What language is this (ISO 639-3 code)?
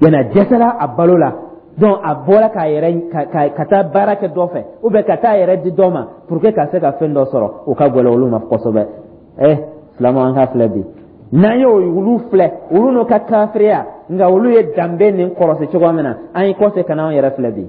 dyu